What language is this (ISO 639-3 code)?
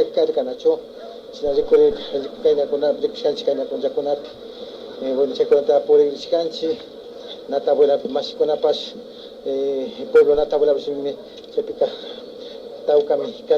qvi